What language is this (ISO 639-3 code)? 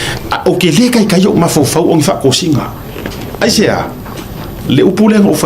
smo